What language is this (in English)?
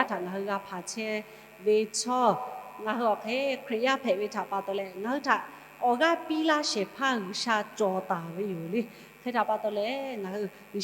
Lahu